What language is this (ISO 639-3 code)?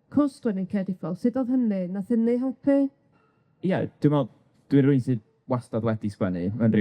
cym